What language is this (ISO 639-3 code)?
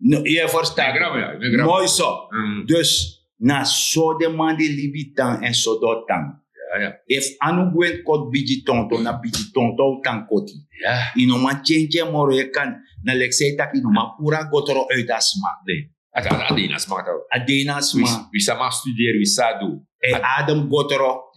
srn